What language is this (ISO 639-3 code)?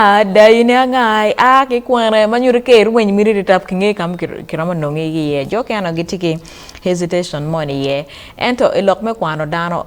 ach